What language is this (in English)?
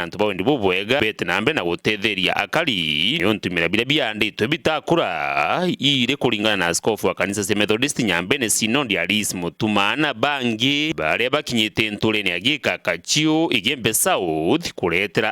Meru